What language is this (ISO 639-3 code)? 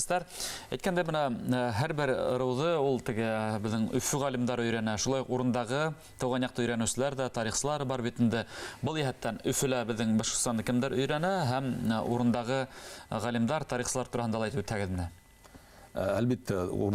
bak